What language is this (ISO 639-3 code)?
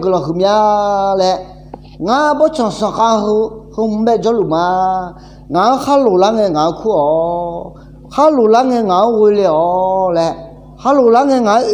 ahk